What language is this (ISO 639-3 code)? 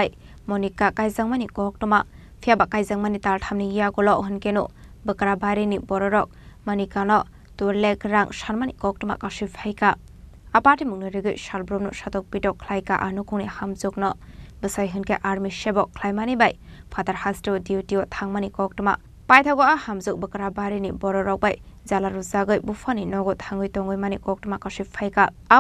trp